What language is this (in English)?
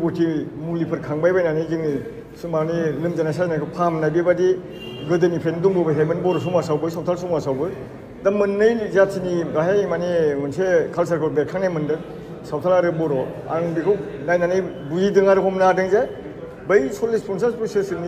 Bodo